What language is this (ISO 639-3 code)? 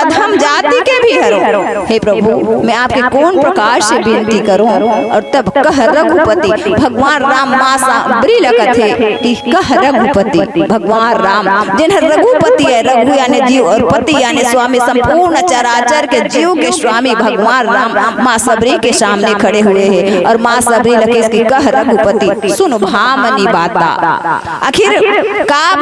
hne